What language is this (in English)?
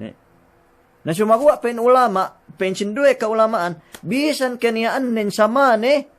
Yakan